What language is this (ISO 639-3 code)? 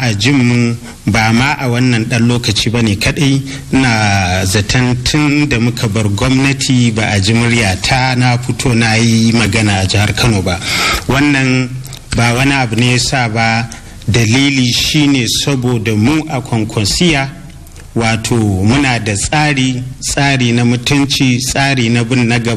hau